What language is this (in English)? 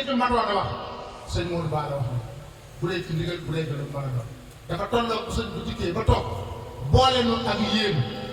Wolof